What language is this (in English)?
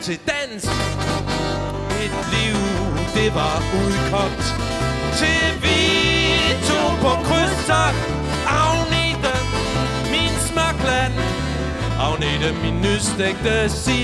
Danish